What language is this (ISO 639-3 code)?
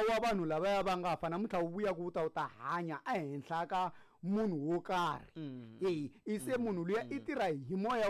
tso